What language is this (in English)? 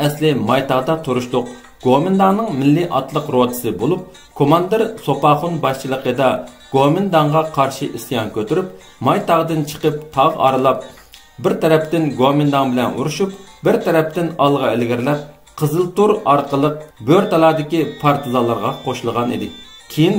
Uyghur